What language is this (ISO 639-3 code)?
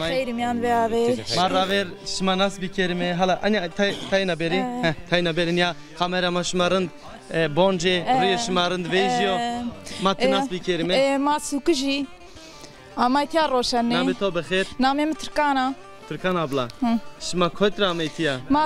zza